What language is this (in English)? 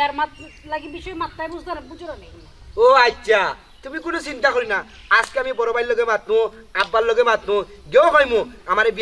Sylheti